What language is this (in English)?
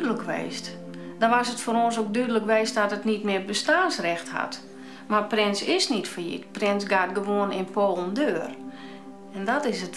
Western Frisian